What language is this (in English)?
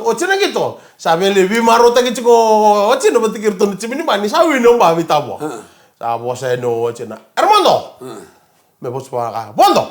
Fijian